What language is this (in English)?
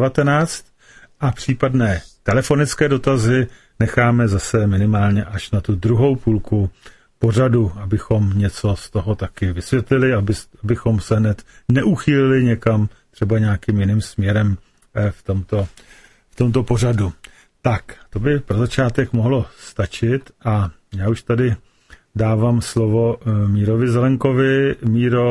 Czech